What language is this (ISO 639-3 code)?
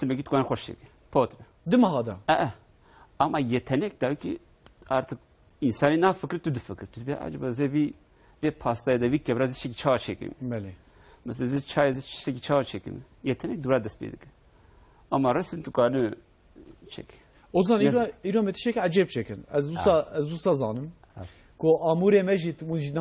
kur